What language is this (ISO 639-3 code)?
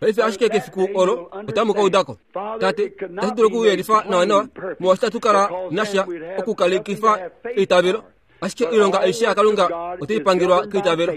kua